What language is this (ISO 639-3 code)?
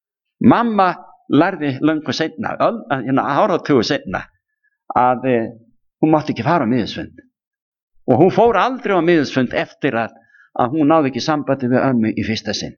isl